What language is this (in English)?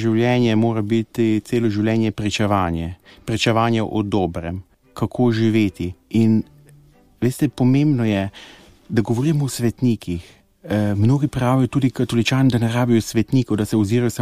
Slovenian